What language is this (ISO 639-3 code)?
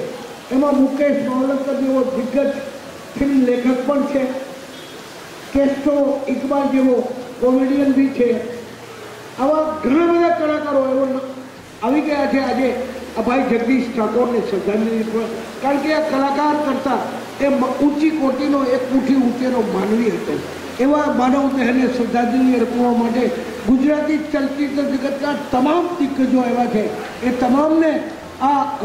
guj